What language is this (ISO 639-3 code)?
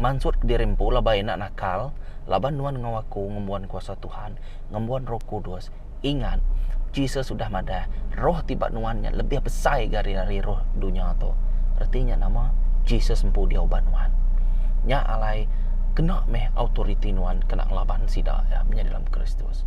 iba